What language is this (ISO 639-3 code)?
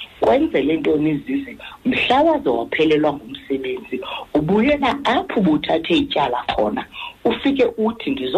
xho